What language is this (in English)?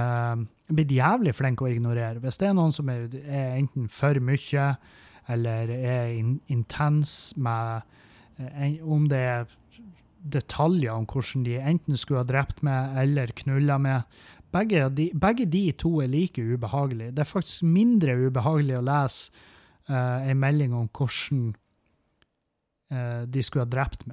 Norwegian